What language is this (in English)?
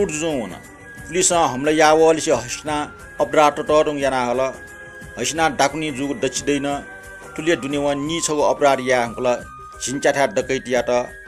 Newari